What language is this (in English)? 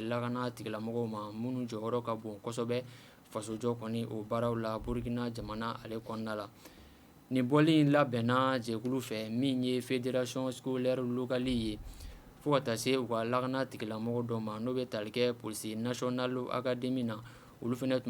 Bambara